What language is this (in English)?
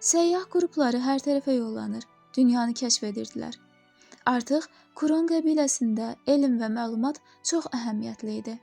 Azerbaijani